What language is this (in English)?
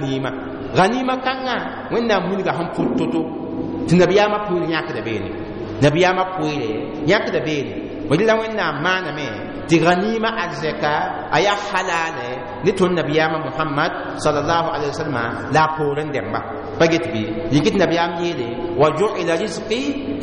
Mossi